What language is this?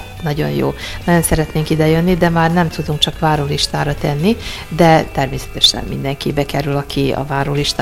Hungarian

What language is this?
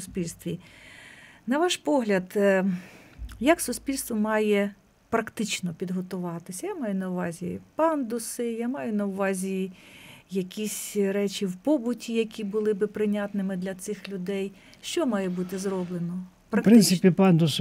Ukrainian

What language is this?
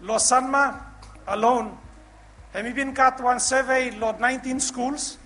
Bislama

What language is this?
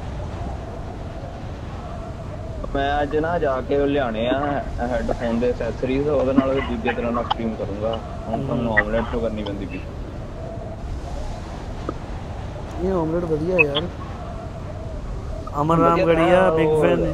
Punjabi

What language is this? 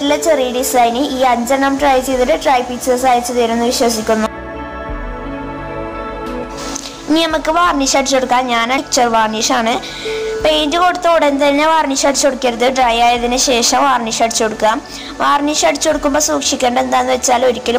Malayalam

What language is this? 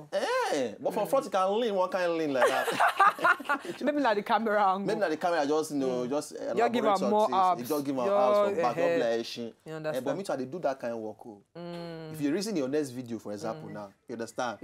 Nigerian Pidgin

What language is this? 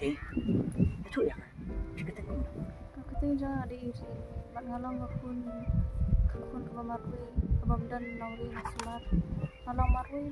Khasi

